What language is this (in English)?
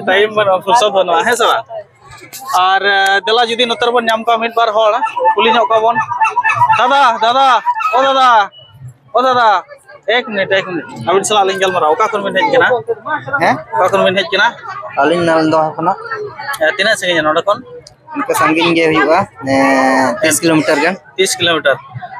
Santali